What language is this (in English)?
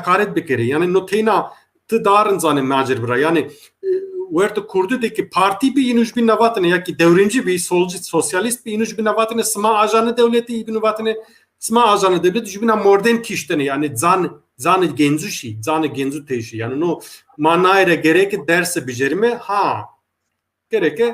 Zaza